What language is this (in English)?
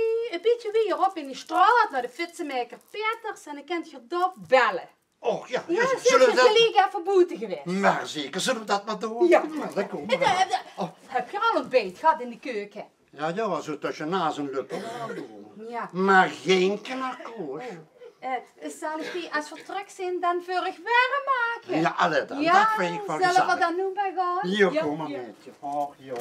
Limburgish